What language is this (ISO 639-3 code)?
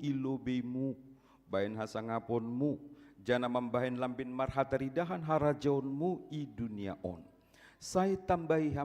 bts